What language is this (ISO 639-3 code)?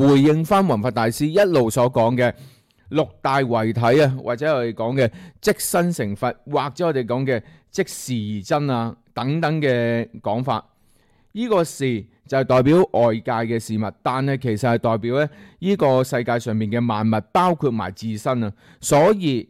yue